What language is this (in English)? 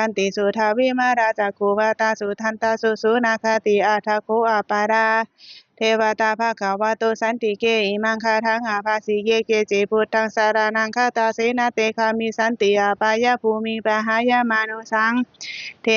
Pali